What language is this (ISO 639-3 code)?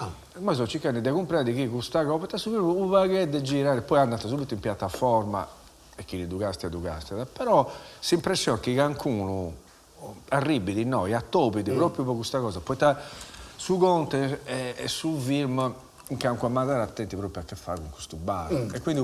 srd